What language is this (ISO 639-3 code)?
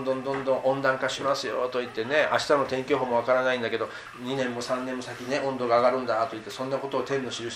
jpn